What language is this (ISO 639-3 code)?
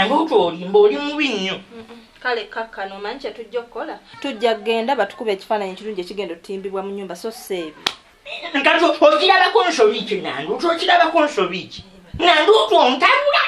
lug